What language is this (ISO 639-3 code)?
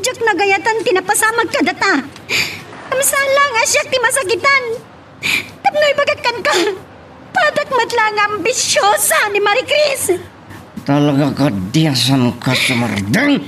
ilo